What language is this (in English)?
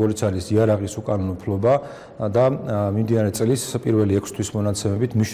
Georgian